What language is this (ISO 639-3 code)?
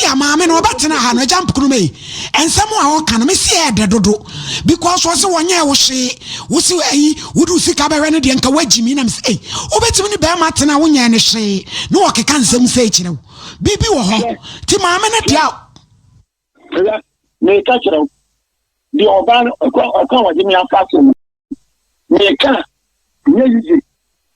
aka